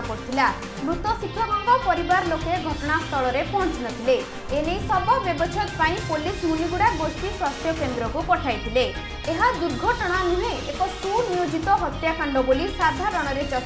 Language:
Odia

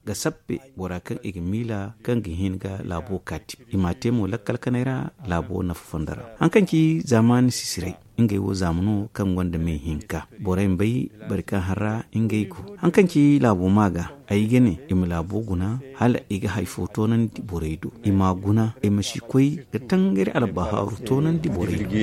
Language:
Zarma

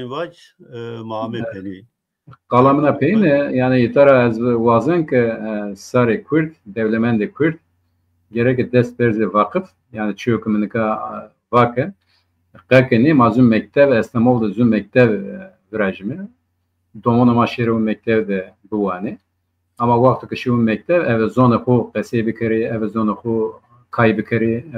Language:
Zaza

